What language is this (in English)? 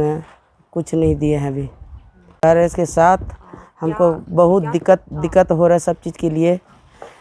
Tangkhul Naga (India)